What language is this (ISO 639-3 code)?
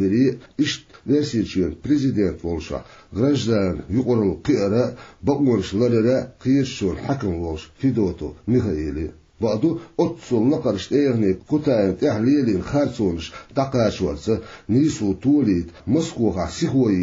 che